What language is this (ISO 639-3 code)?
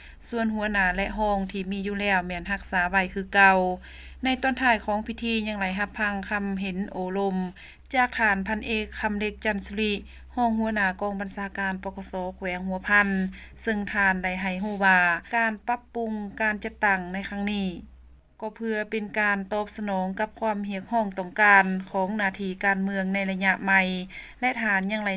lao